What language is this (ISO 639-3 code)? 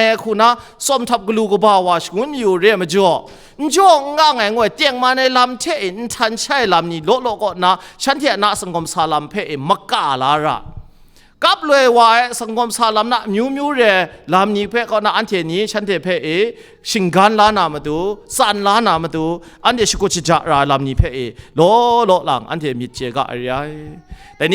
kac